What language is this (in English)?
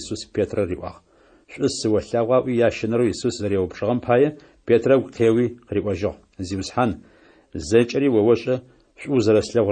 Adyghe